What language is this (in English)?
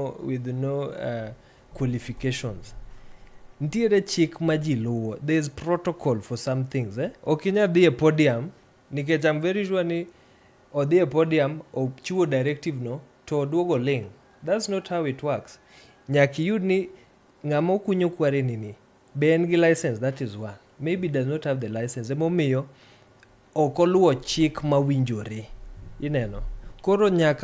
Luo (Kenya and Tanzania)